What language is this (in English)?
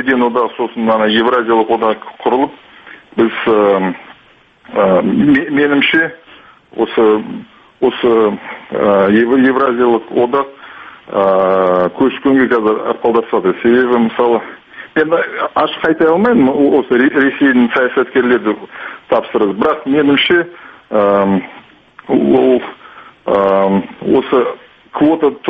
Kazakh